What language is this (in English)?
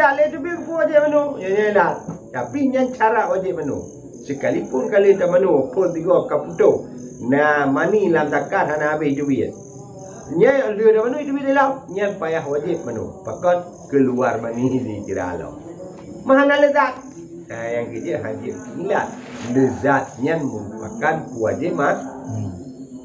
Achinese